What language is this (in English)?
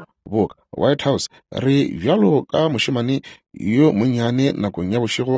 Northern Sotho